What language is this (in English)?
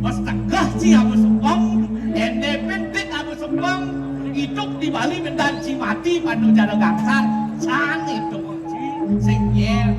Balinese